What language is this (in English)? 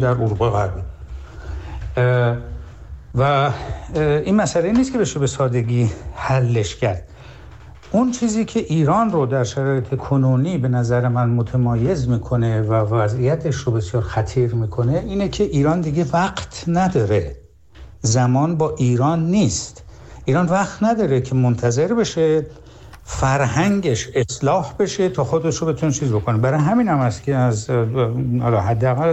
Persian